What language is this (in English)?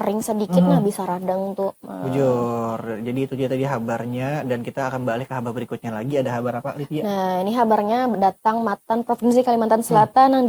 Banjar